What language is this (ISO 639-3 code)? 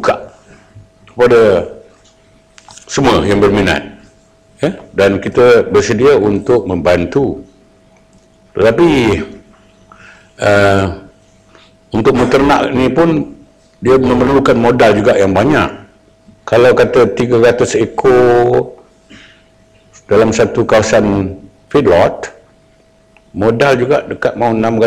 msa